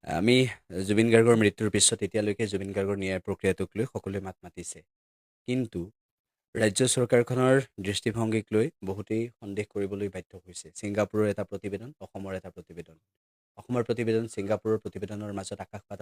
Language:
Assamese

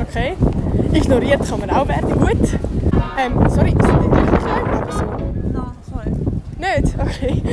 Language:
Swiss German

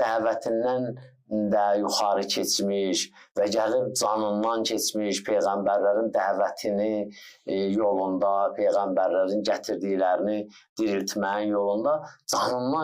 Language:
Azerbaijani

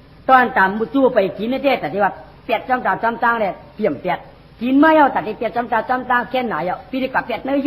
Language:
Shan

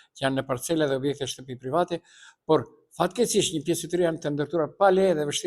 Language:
Albanian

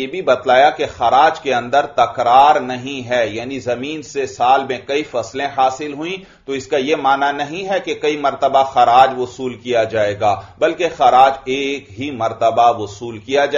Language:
Urdu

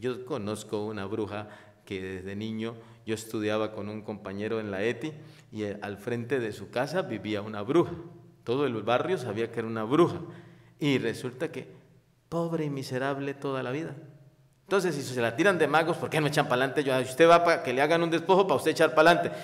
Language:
Spanish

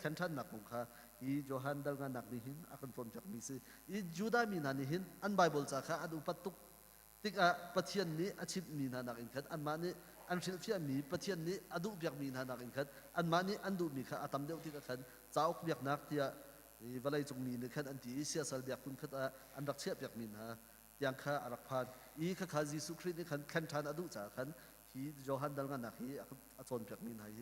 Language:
Hakha Chin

